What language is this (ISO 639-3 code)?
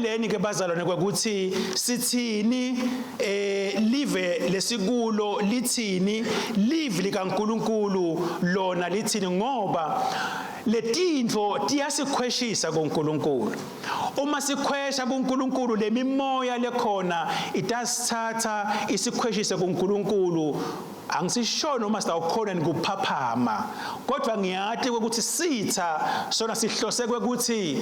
ssw